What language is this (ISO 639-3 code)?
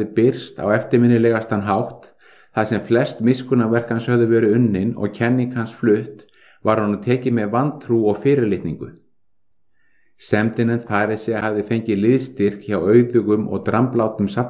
isl